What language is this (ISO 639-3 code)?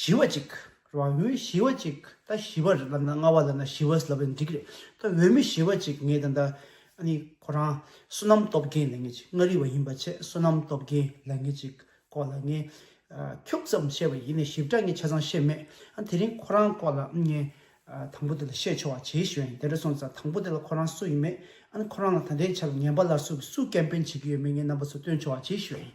bod